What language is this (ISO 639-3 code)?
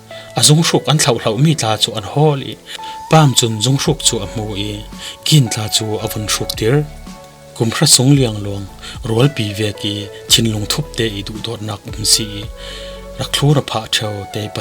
cfm